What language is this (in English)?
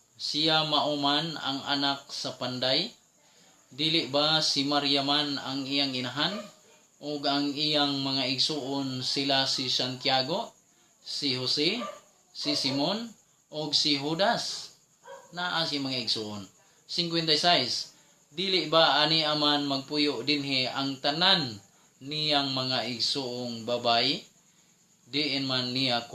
Cebuano